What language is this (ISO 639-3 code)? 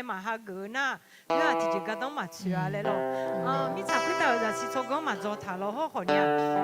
ahk